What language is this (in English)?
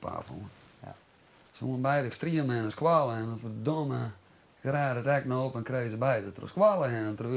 Western Frisian